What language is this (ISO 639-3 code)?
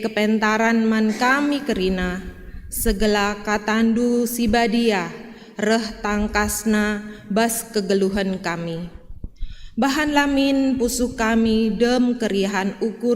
btx